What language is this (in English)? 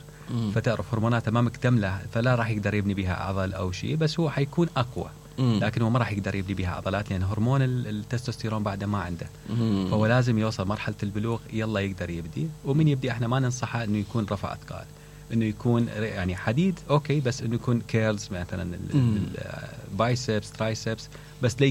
Mesopotamian Arabic